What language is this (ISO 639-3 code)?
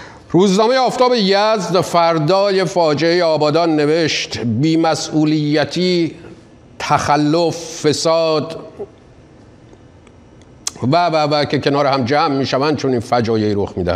fas